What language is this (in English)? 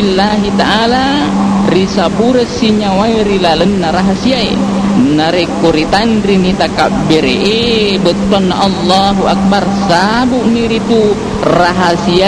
Buginese